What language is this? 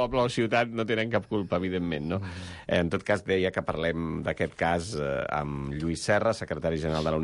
Catalan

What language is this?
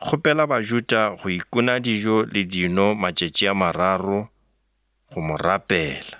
Northern Sotho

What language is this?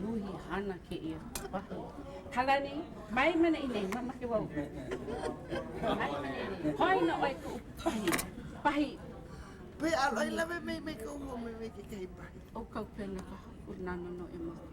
Hawaiian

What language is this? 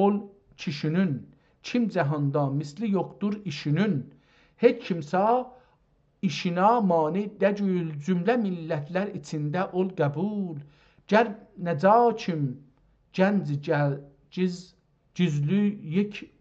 South Azerbaijani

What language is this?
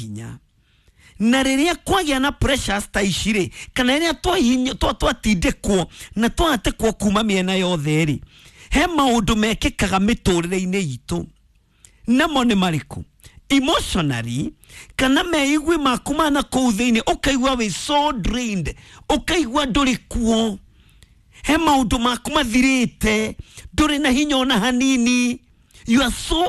Kikuyu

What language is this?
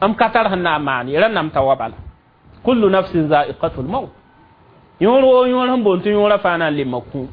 Mossi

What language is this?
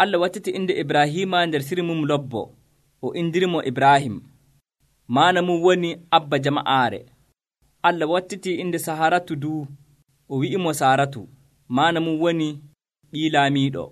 Nigerian Fulfulde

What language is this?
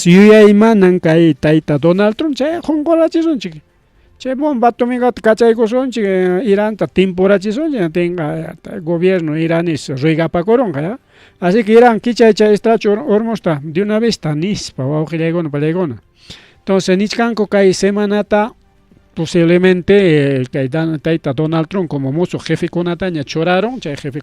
Ayacucho Quechua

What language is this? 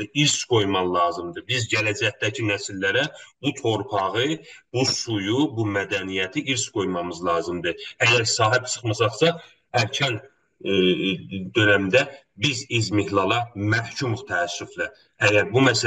South Azerbaijani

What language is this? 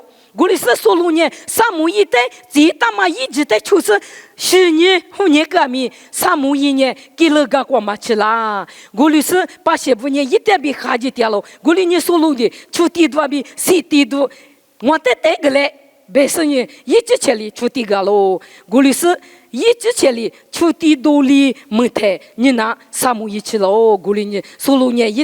Lisu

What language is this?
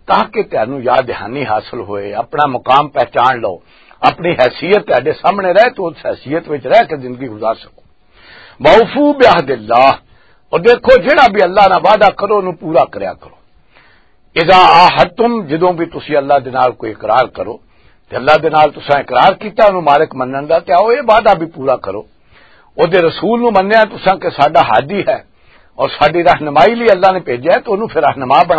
Western Panjabi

